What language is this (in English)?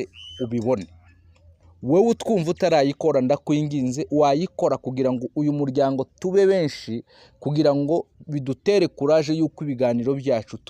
Kinyarwanda